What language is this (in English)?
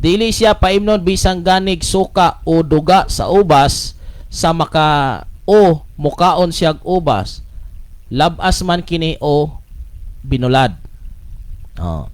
Cebuano